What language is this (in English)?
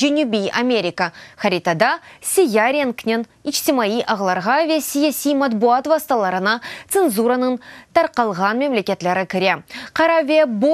Crimean Tatar